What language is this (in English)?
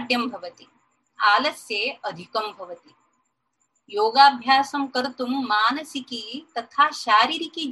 Sanskrit